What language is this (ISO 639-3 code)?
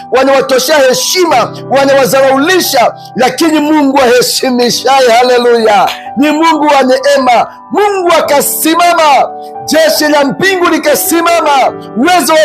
swa